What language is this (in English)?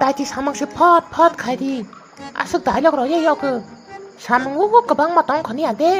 Kok Borok